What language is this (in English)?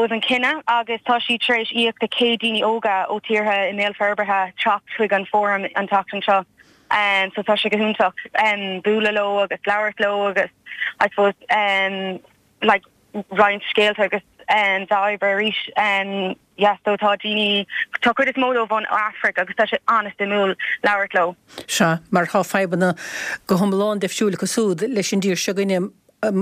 Irish